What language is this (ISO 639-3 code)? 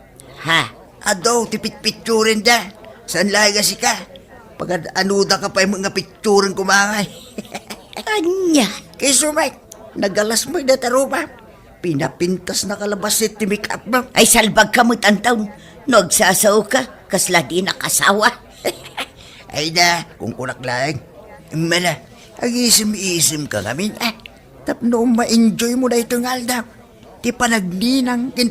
ilo